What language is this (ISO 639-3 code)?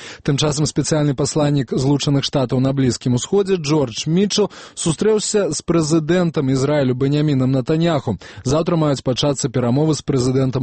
bel